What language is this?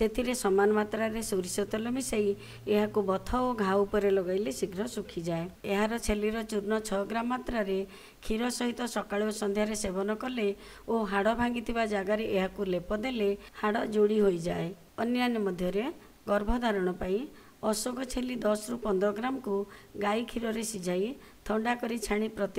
Odia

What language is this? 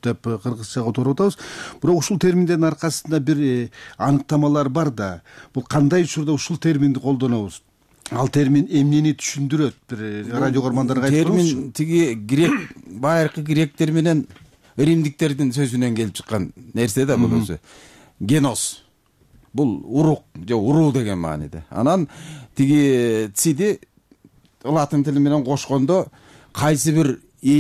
Kyrgyz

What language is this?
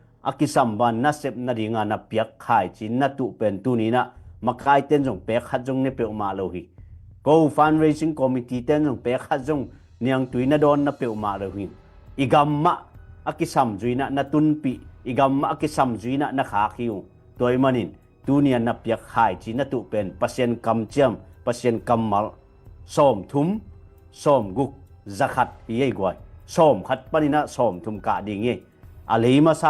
Tedim Chin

